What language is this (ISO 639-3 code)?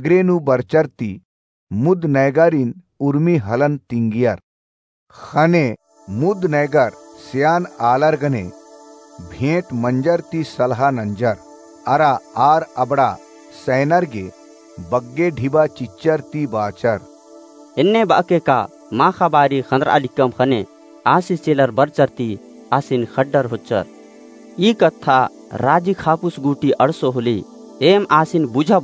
kru